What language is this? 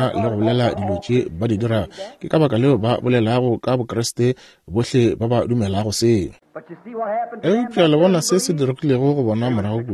Northern Sotho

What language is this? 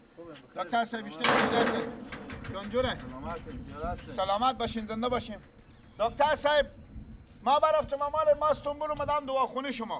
Persian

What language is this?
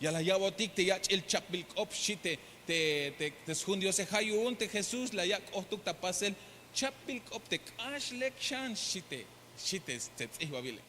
Tzeltal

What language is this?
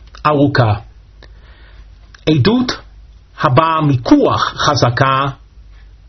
Hebrew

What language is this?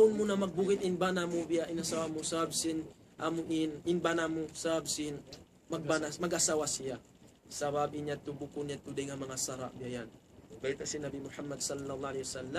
Tausug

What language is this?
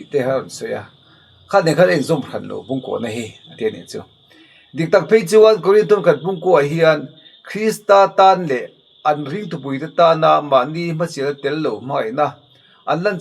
Mizo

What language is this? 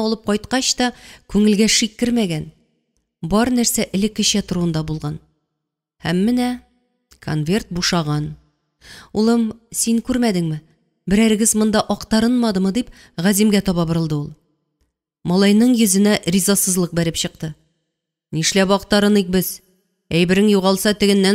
Tatar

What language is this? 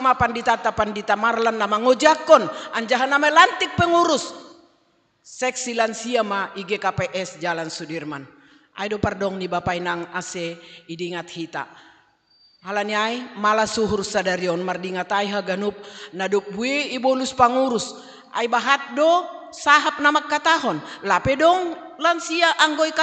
Batak Simalungun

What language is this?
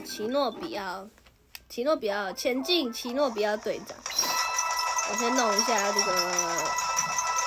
Chinese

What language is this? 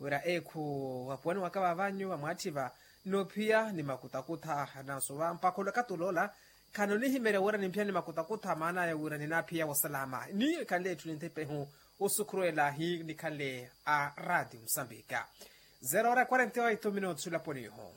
Makhuwa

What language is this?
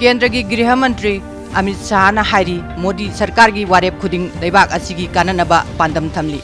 Manipuri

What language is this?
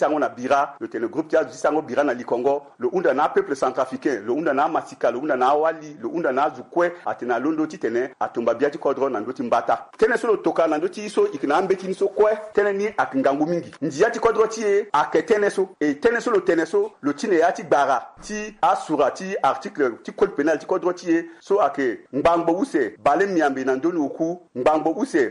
Sango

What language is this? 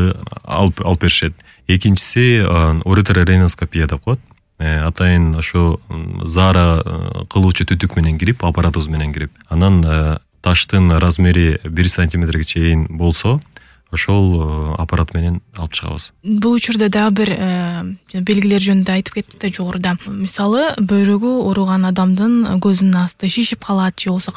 Kyrgyz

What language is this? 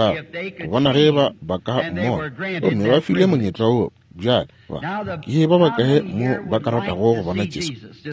Northern Sotho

